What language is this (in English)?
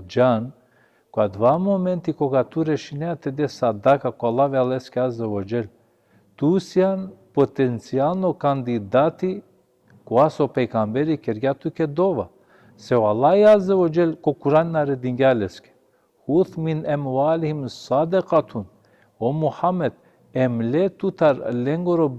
Balkan Romani